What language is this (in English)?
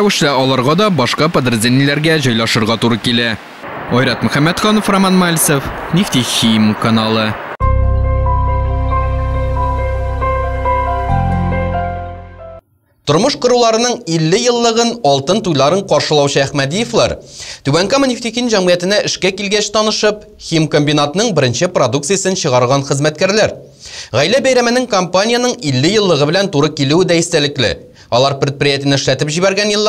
Tatar